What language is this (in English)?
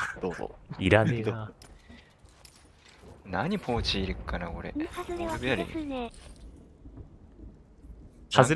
Japanese